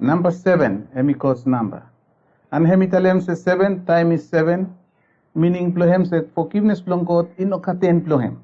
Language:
Bislama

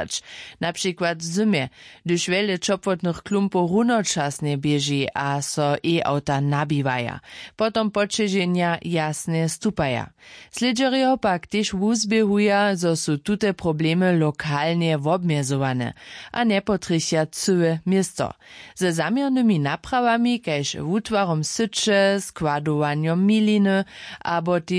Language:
Upper Sorbian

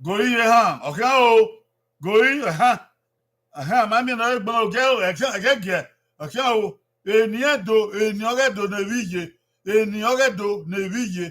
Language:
Bini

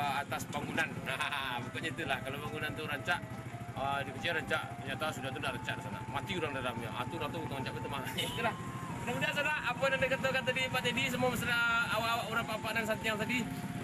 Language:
Minangkabau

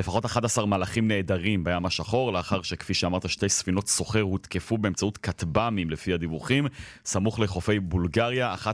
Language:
Hebrew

